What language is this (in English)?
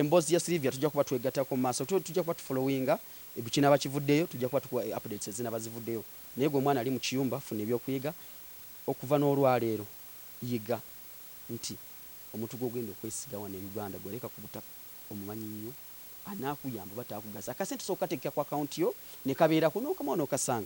Ganda